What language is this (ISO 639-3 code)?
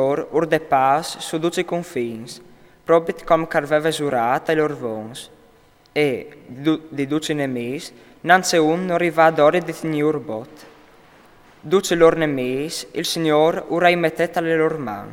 fur